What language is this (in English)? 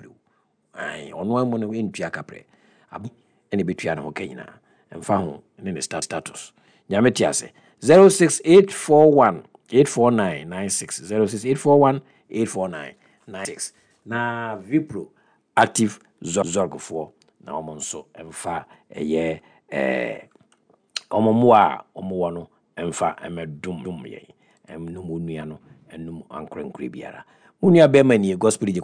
Akan